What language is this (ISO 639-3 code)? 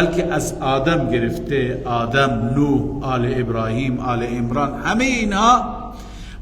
fas